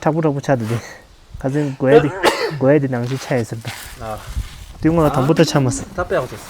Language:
Tibetan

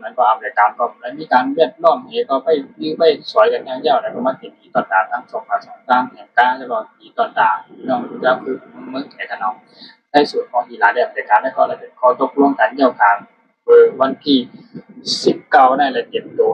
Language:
Shan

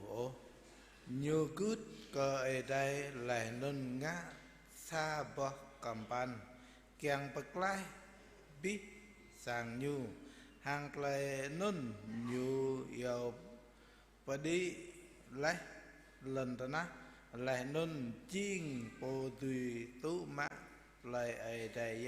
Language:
Jarai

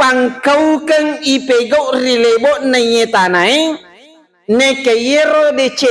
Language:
Buginese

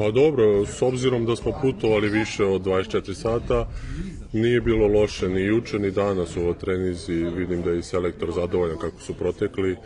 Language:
Serbian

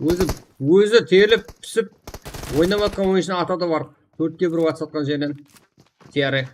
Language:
Kara-Kalpak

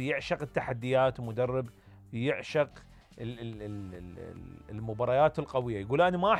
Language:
Mesopotamian Arabic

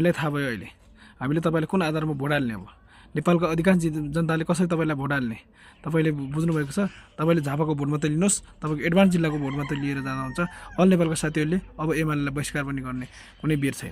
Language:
Nepali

